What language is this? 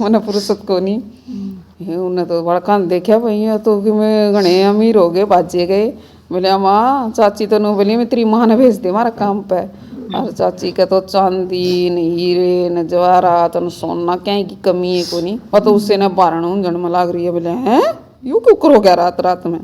Haryanvi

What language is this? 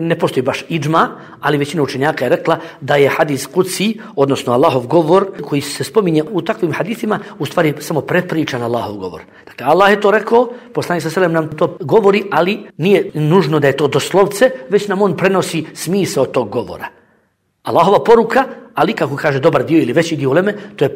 Bosnian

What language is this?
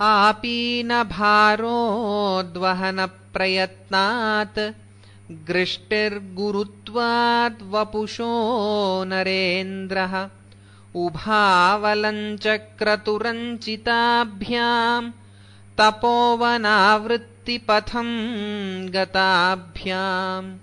Sanskrit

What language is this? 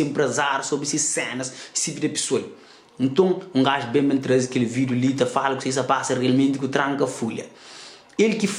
Kabuverdianu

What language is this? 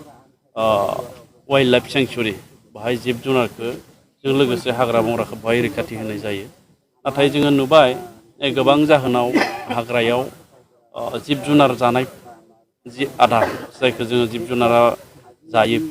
Bodo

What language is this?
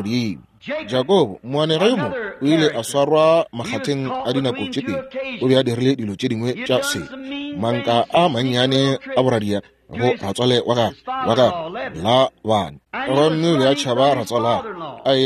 Northern Sotho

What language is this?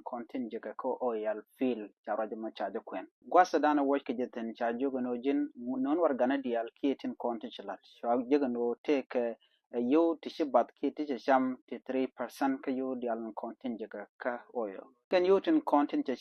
Nuer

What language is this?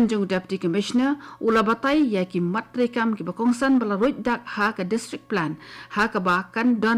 Khasi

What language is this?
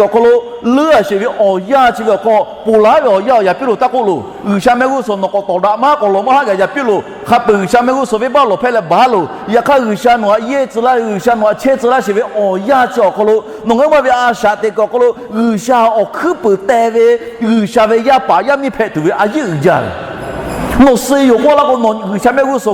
Lahu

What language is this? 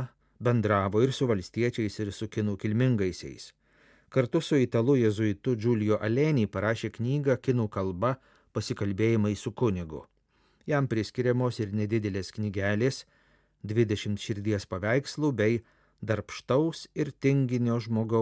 Lithuanian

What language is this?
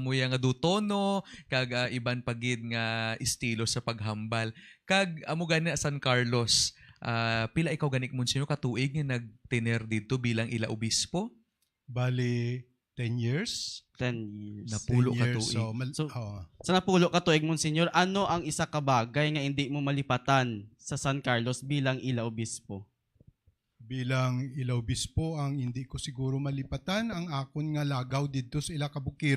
Hiligaynon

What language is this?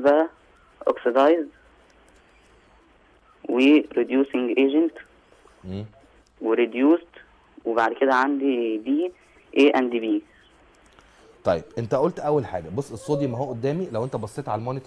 Egyptian Arabic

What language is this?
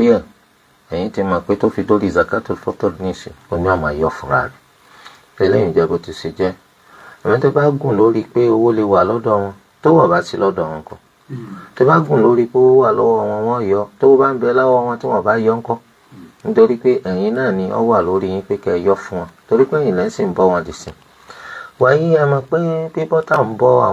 Yoruba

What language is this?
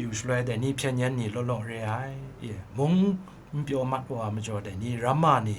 Kachin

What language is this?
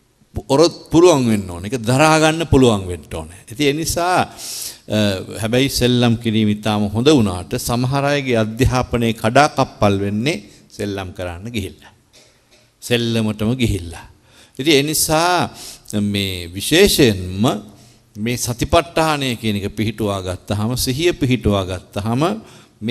Sinhala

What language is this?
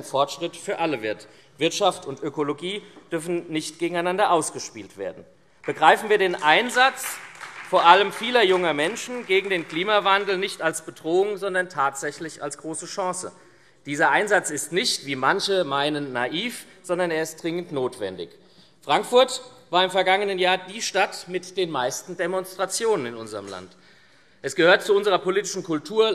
German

